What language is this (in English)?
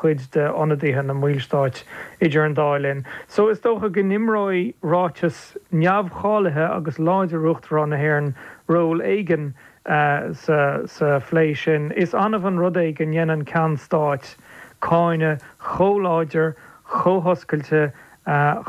Irish